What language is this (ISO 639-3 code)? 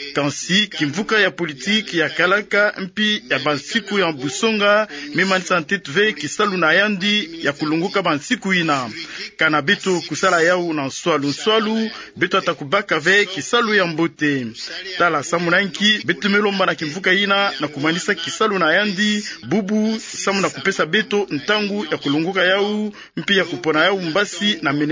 ktu